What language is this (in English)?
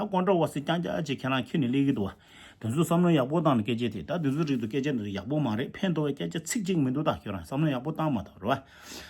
Tibetan